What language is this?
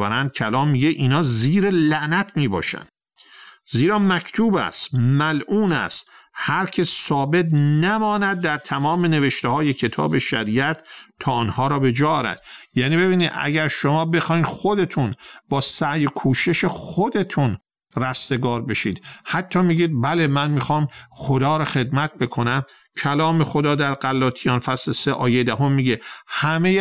Persian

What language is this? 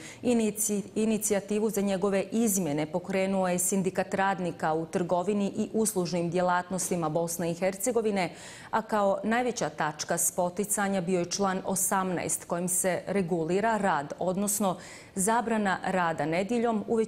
Bosnian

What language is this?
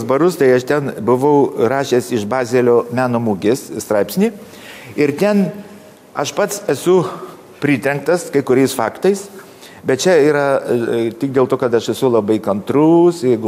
Lithuanian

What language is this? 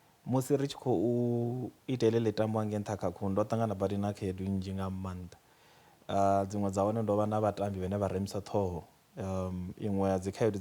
Venda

